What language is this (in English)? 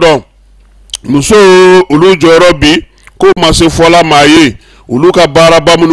Bambara